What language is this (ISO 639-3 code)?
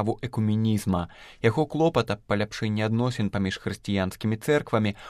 bel